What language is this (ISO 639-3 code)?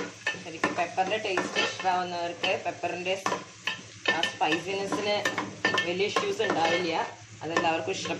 mal